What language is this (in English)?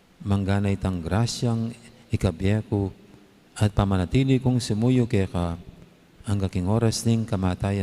Pampanga